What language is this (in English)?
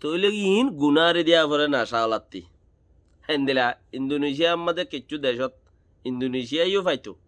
Rohingya